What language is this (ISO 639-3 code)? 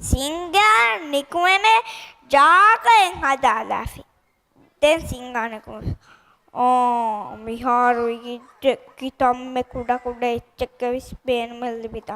div